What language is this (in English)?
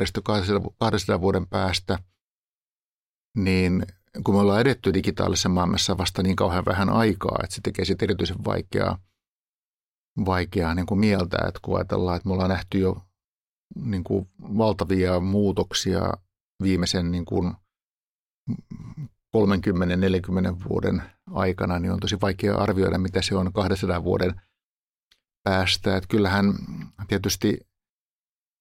Finnish